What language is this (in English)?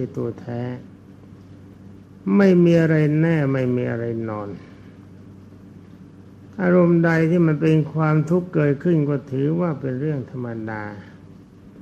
Thai